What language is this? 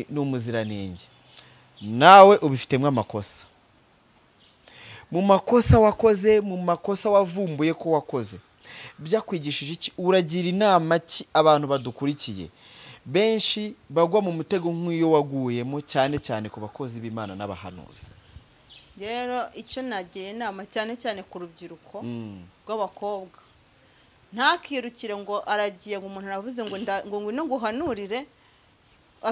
Kinyarwanda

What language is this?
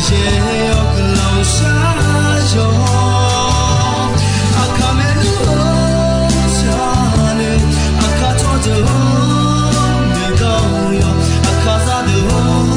Akha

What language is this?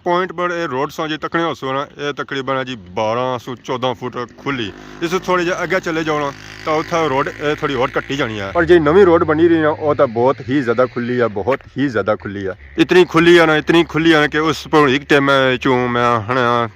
Pahari-Potwari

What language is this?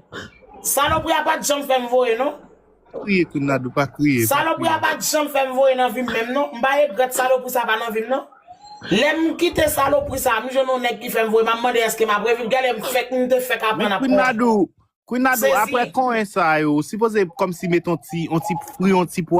Haitian Creole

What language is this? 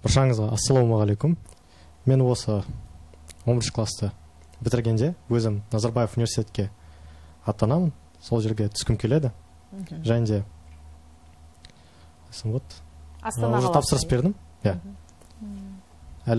Kazakh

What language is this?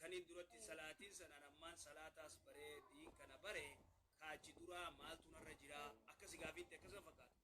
Oromo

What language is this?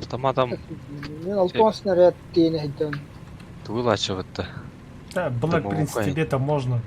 Yakut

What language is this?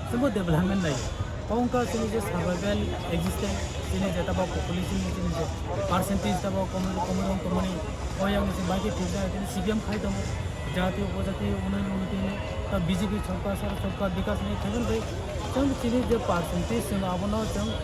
Kok Borok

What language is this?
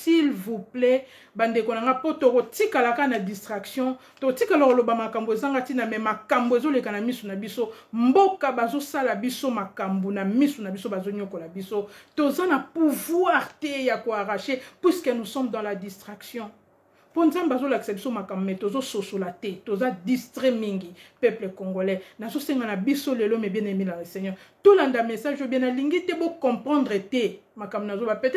Lingala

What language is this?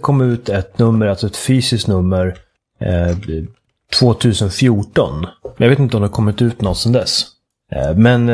Swedish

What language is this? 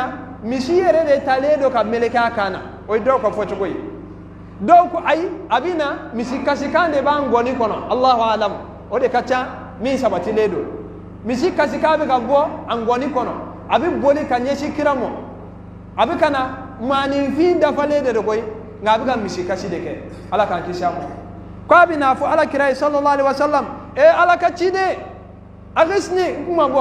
Bambara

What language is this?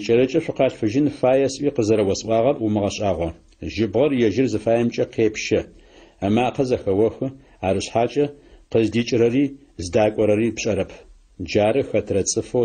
Adyghe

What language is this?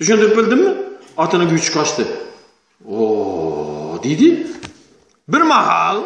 Turkmen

